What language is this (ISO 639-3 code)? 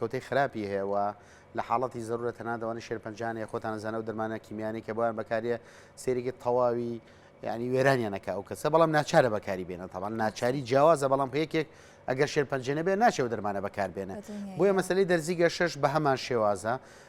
ckb